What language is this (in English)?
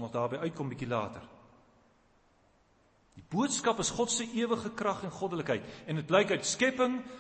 Afrikaans